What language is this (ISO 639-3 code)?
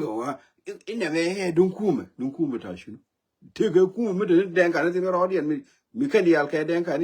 nus